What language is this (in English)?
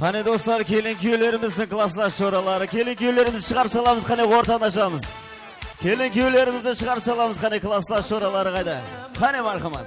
Kara-Kalpak